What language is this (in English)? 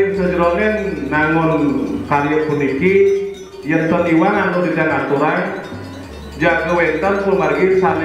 Balinese